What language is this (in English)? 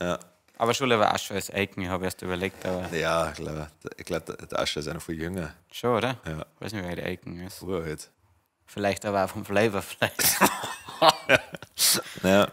Bavarian